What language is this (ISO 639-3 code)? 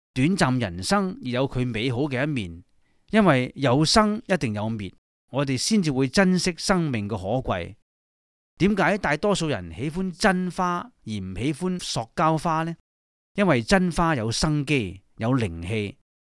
yue